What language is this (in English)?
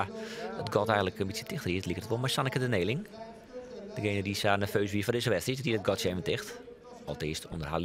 Western Frisian